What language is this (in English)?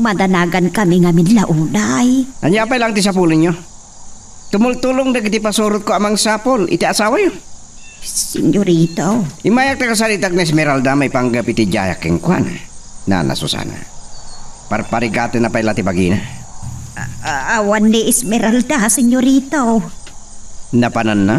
Iloko